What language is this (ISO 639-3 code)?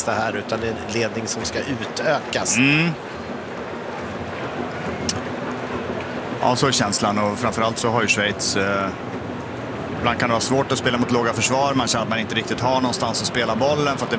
swe